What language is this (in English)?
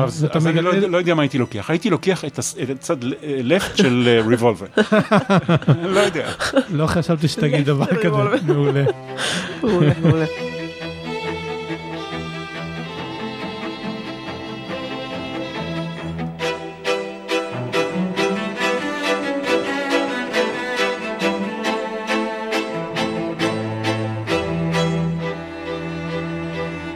Hebrew